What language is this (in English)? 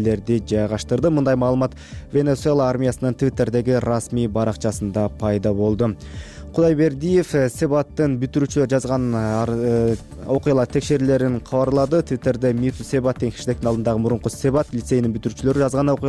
Kyrgyz